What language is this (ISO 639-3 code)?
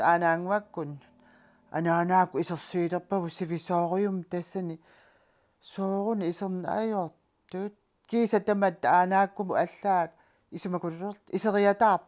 kal